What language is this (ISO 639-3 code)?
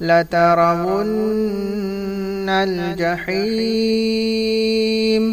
div